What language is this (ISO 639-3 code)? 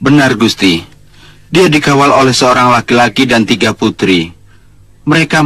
ind